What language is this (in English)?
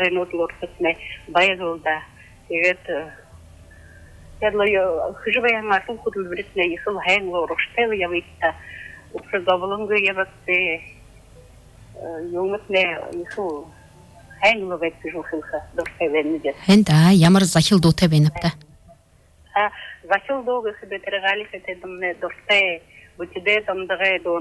Buriat